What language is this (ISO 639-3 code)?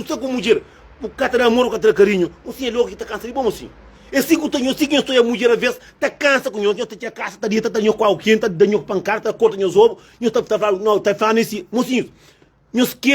kea